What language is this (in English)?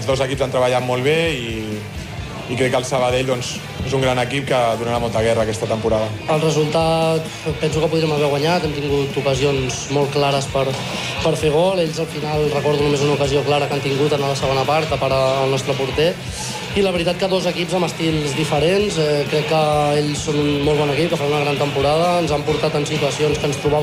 Catalan